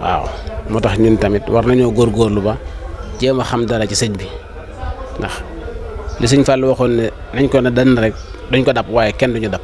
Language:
Wolof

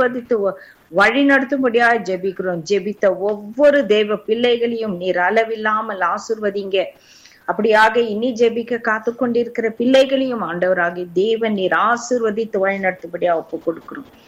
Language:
Tamil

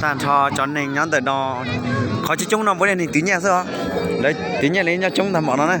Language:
Hmong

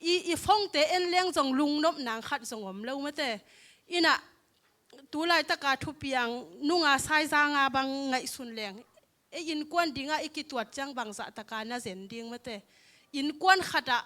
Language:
Tedim Chin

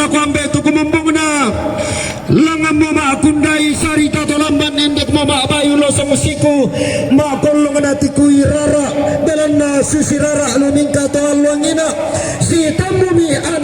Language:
Toraja-Sa'dan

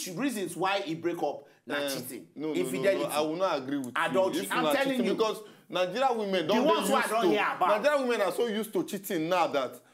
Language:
Nigerian Pidgin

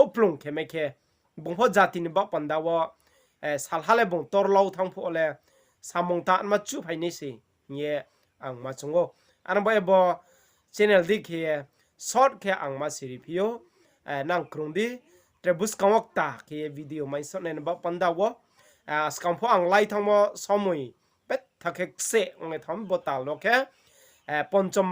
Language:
Riang (India)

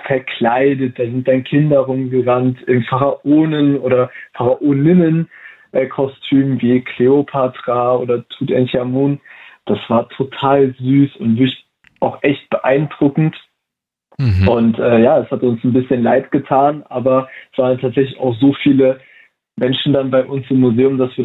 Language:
German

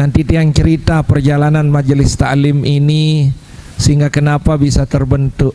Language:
Sasak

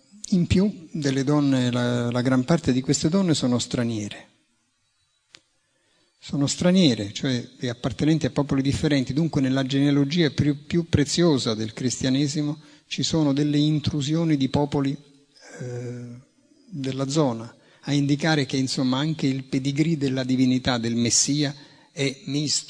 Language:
Italian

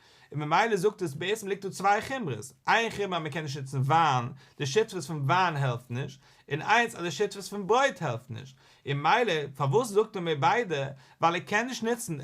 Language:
Yiddish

